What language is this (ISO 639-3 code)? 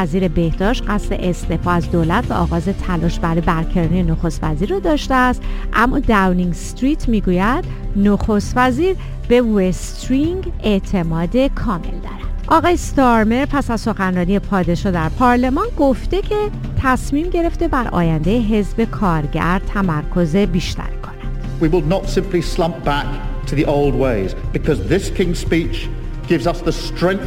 fas